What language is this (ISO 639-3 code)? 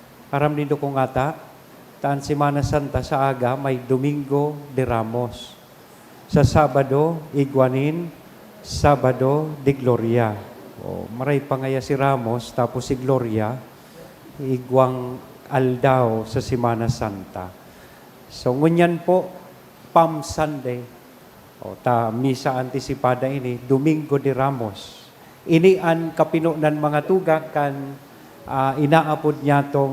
bik